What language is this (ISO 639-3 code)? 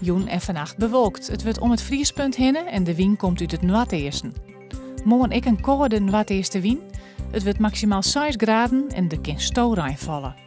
fry